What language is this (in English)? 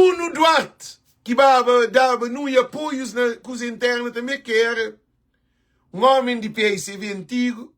Kabuverdianu